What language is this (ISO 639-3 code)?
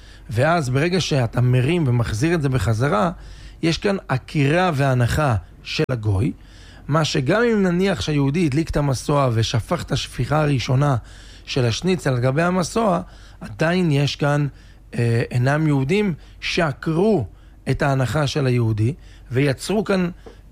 heb